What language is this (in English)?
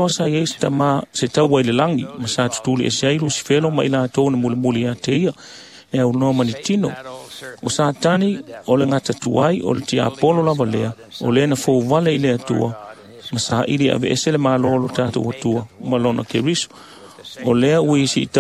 Samoan